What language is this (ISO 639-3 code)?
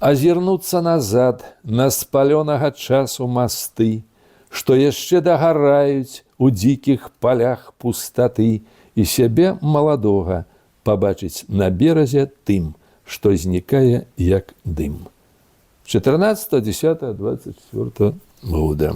bel